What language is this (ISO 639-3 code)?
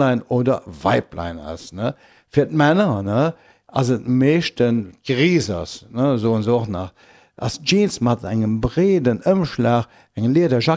ltz